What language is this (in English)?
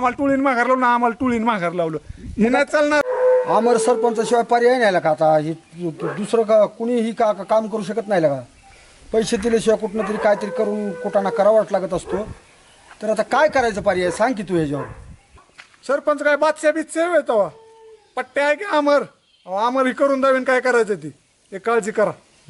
Marathi